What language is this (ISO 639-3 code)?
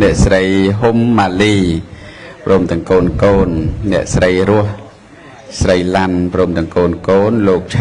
khm